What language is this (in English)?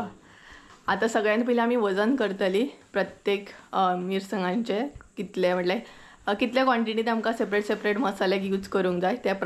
Konkani